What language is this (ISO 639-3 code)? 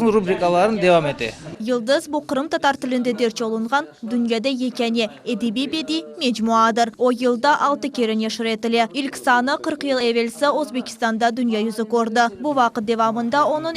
crh